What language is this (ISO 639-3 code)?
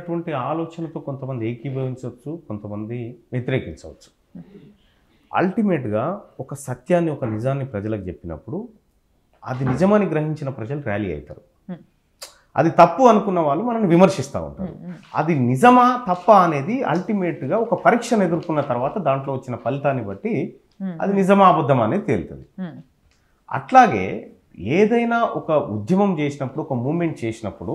tel